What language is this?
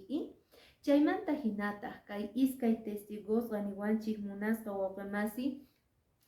Quechua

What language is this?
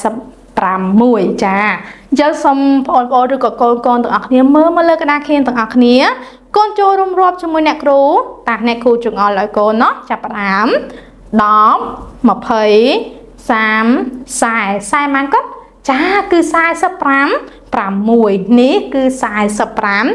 Khmer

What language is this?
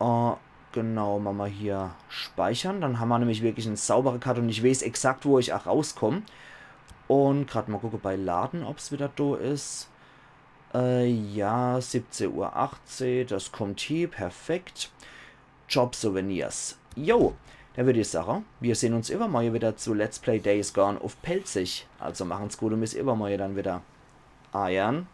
Palatine German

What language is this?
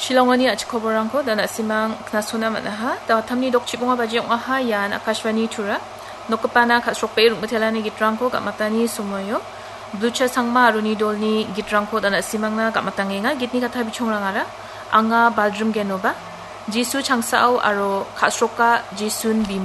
Garo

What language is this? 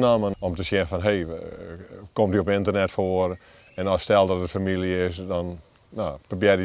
Western Frisian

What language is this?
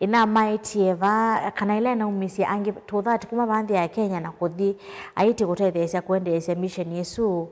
Kamba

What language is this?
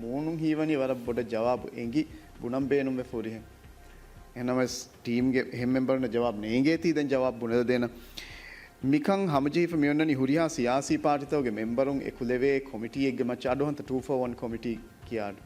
Divehi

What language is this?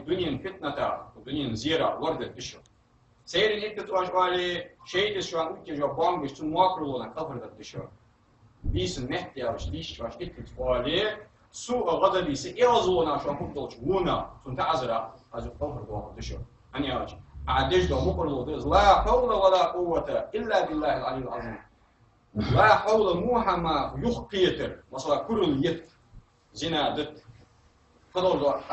Ingush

